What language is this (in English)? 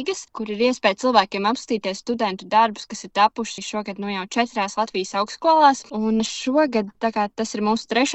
Latvian